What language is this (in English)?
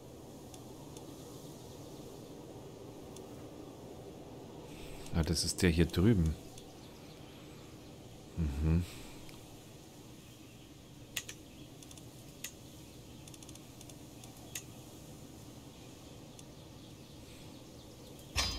German